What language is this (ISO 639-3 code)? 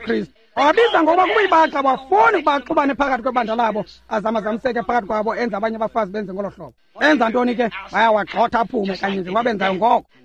xho